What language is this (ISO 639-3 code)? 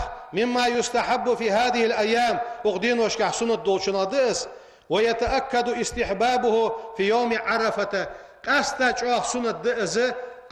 inh